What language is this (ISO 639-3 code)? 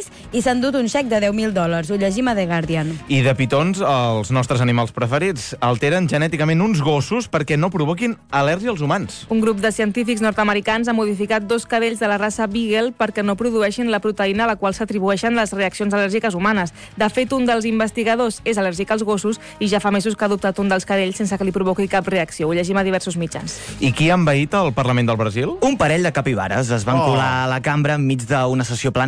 cat